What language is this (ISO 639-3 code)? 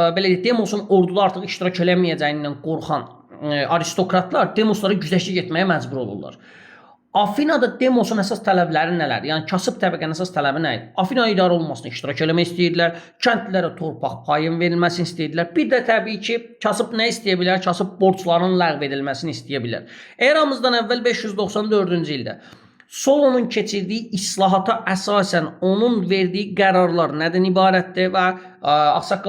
aze